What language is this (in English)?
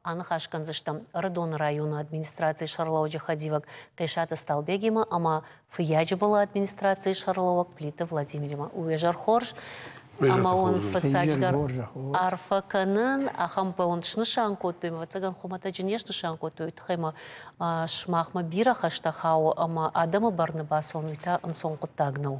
Ossetic